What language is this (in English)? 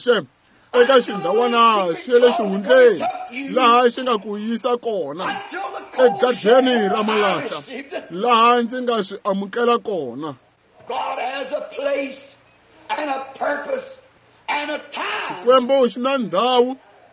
Tsonga